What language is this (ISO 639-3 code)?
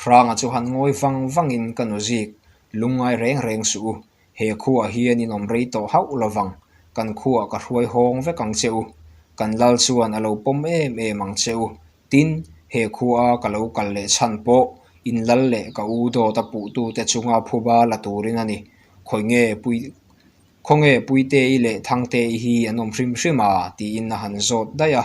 lus